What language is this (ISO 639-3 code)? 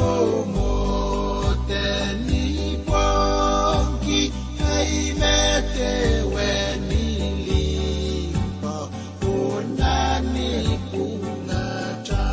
pon